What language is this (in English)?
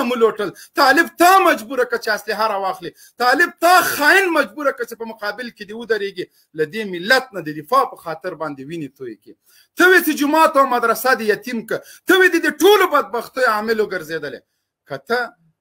Pashto